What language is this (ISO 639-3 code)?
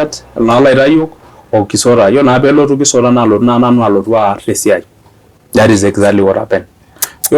mas